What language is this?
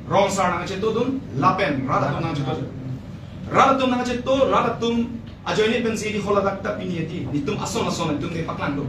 Karbi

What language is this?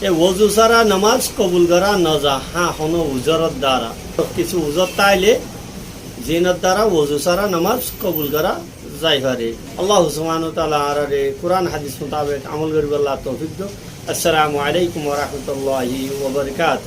Rohingya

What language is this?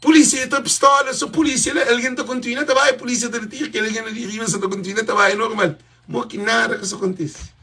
Kabuverdianu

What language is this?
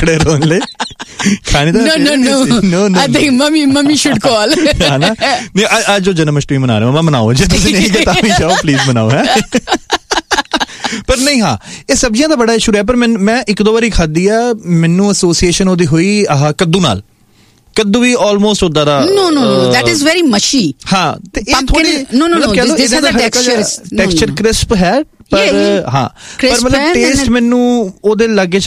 Punjabi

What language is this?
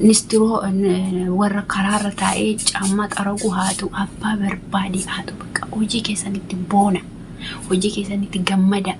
Oromo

